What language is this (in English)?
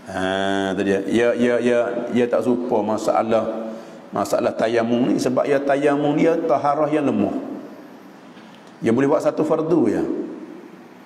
Malay